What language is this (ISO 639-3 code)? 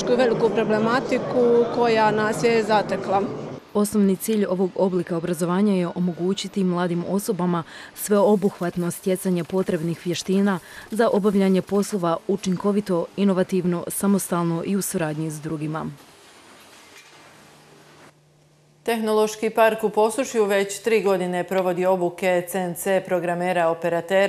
hrv